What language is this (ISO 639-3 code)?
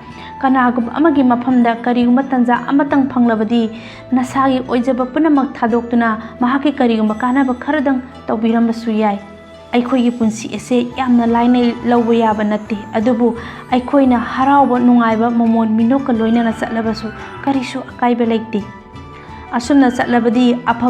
mni